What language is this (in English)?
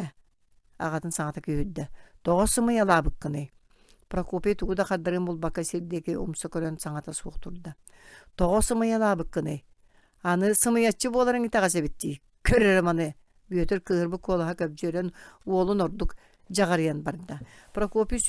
Yakut